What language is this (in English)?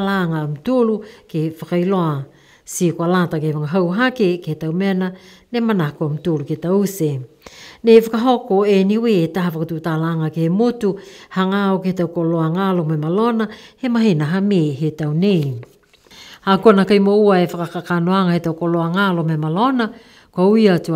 Niuean